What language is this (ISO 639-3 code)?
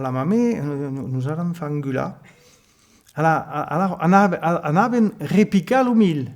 oci